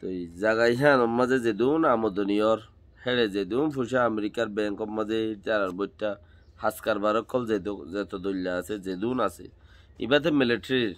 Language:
Rohingya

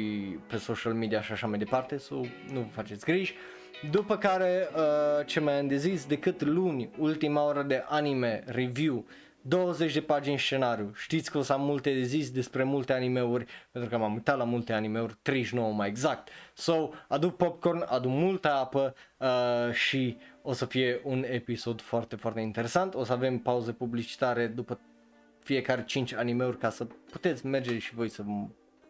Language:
Romanian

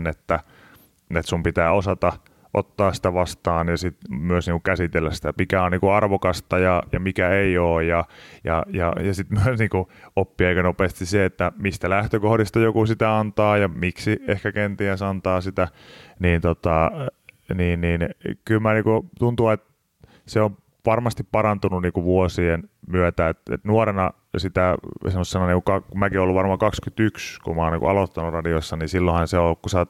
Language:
Finnish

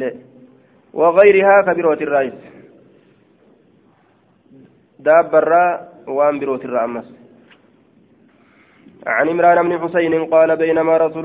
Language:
Arabic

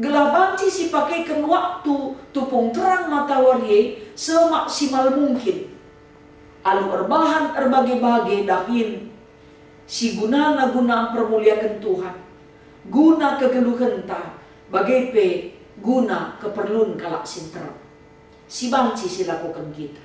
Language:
Batak Karo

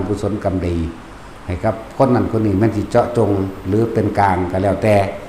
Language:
Northeastern Thai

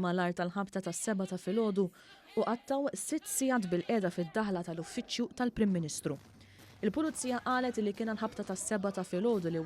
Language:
Maltese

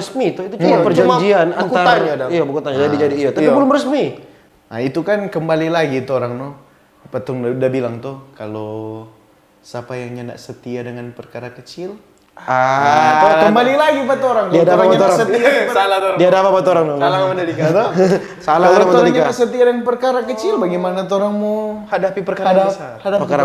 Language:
Manado Malay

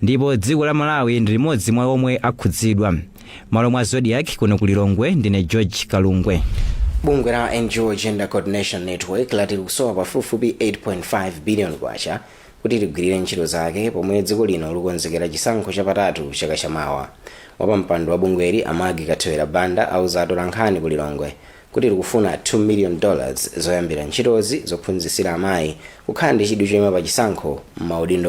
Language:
Nyanja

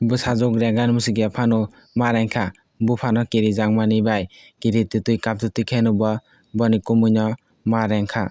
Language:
Kok Borok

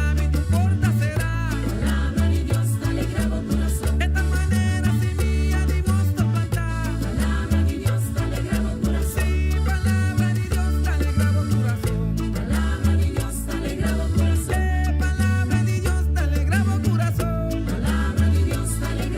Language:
Papiamento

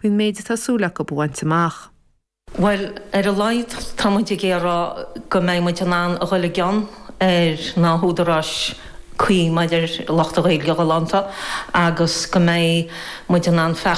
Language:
Irish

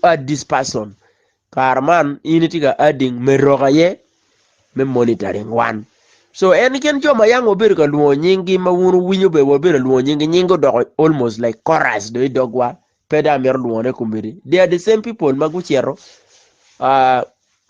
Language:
Acoli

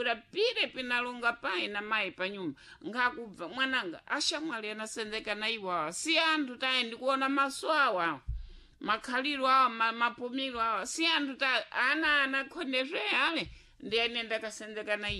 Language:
Sena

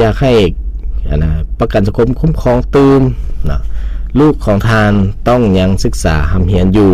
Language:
Lao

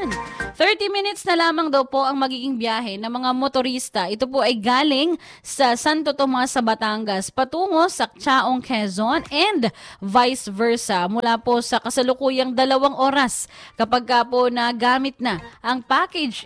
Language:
Filipino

